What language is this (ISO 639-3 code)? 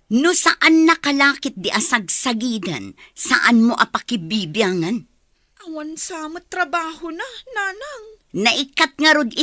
ilo